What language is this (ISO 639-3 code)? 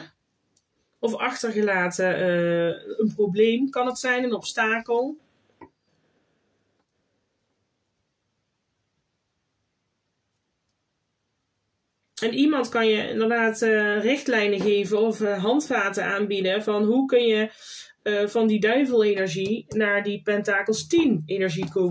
nld